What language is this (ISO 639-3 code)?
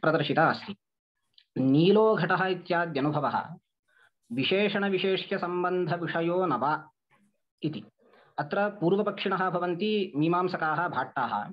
san